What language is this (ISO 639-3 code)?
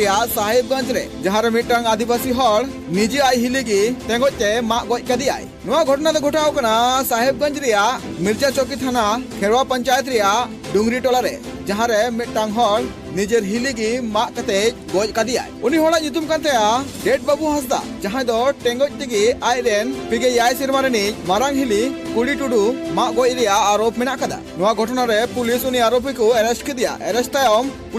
sat